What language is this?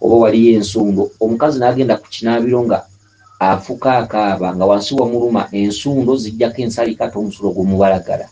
Ganda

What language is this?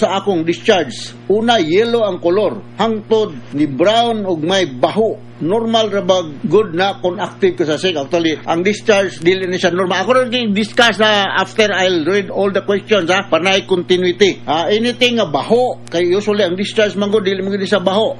Cebuano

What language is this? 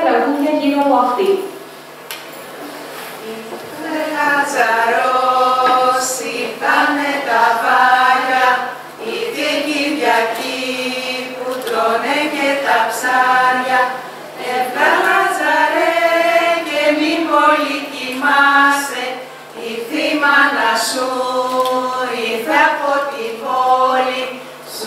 Greek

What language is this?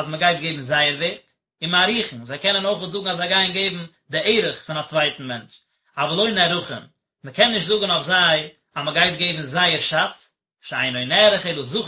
Yiddish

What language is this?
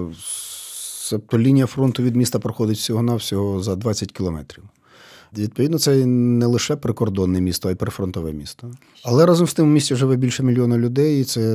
Ukrainian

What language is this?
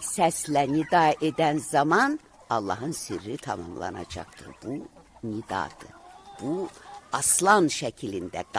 Azerbaijani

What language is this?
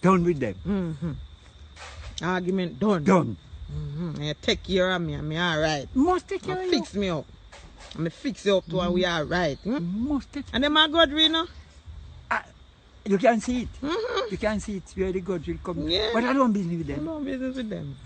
Jamaican Creole English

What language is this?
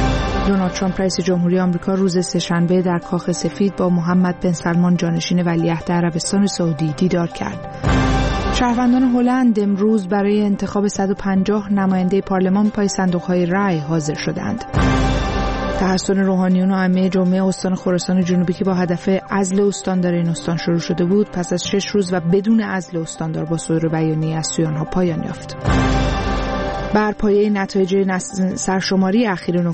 Persian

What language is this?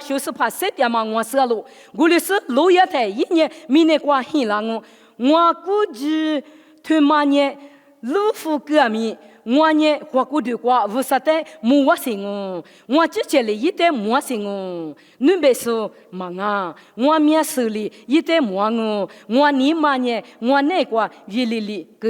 Lisu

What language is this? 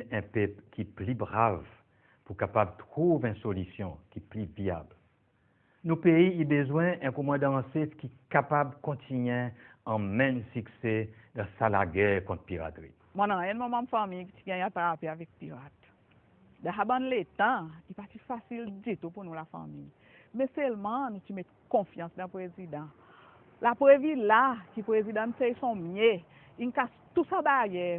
Seselwa Creole French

